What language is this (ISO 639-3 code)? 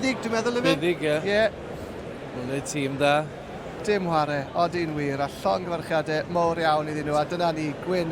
cym